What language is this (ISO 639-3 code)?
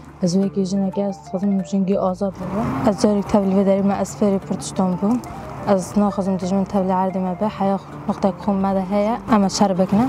kur